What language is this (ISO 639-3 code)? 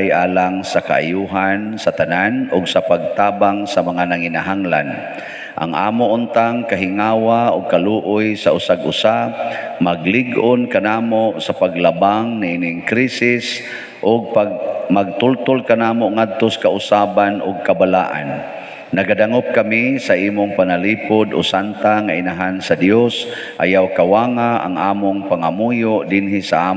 ceb